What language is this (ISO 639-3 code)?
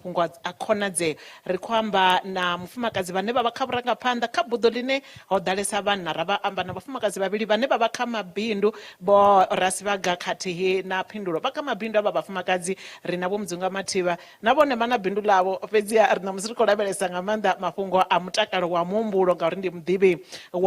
ven